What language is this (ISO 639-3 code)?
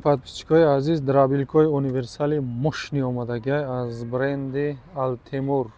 tgk